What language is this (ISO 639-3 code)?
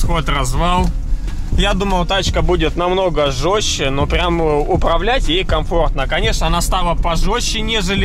rus